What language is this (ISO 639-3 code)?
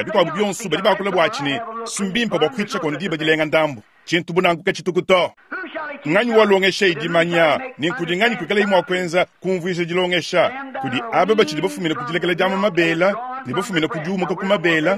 lua